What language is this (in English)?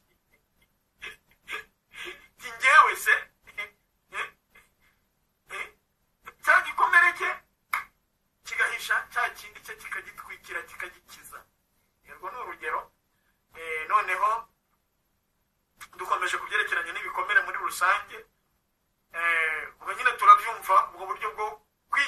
Kinyarwanda